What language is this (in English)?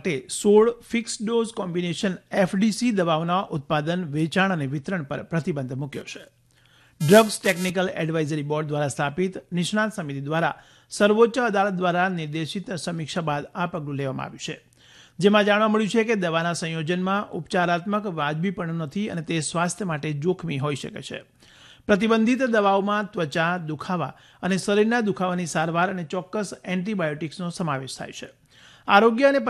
Gujarati